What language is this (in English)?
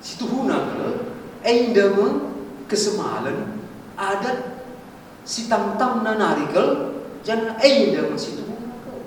Batak Karo